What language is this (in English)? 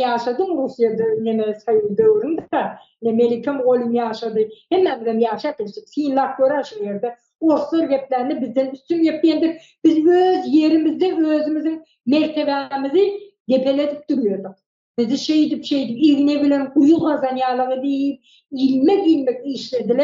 Turkmen